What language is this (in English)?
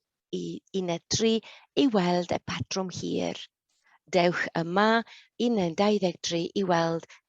Welsh